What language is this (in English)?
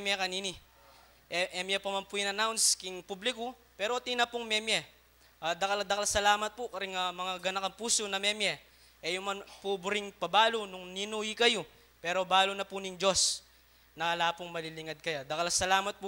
Pampanga